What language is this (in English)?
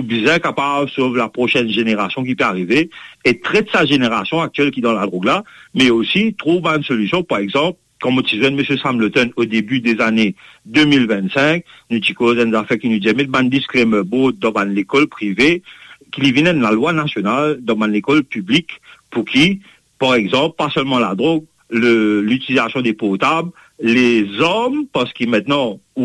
Morisyen